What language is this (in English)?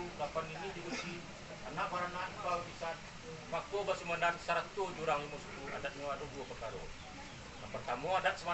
Minangkabau